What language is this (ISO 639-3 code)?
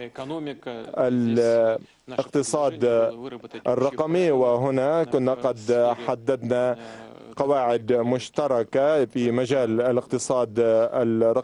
ara